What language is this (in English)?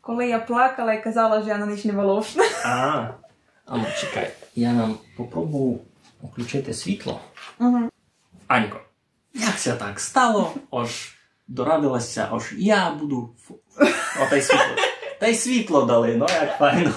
Rusyn